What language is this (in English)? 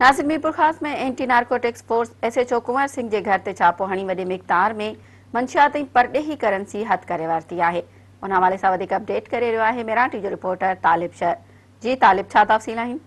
Sindhi